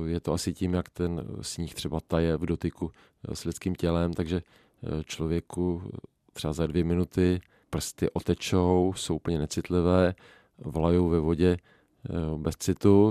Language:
Czech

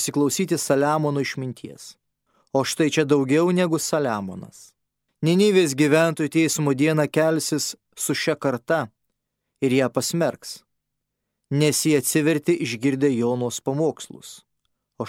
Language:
Lithuanian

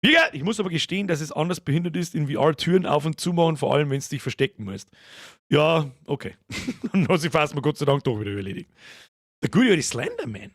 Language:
Bavarian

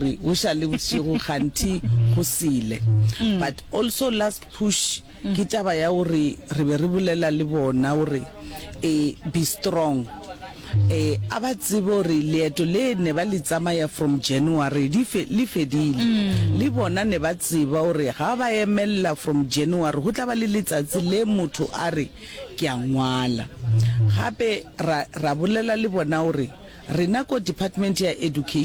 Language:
Northern Sotho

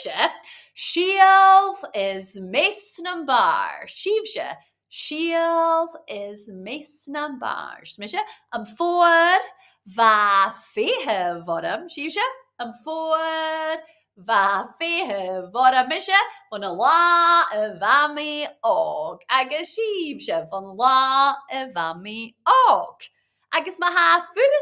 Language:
Scottish Gaelic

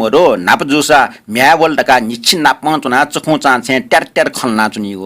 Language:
Newari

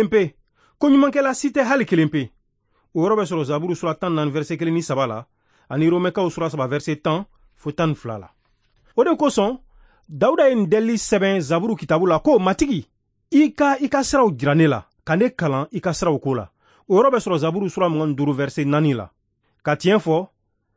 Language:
Bambara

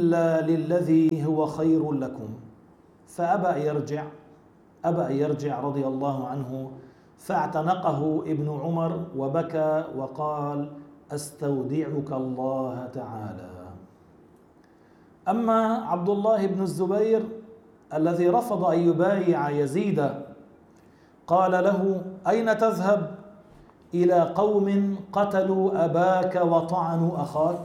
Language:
Arabic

